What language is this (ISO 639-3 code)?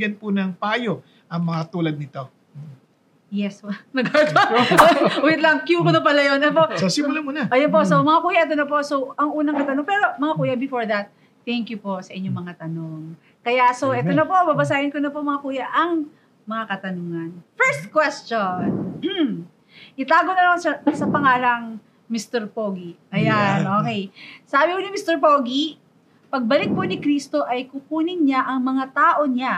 fil